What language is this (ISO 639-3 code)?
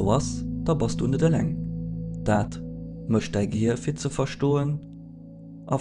ltz